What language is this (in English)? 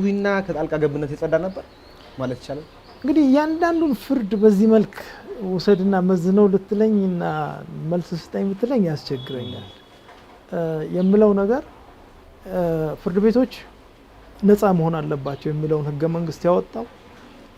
Amharic